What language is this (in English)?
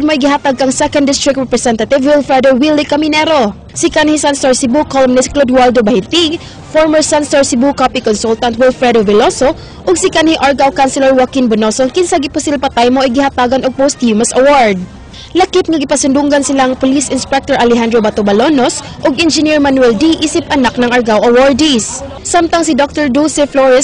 Cebuano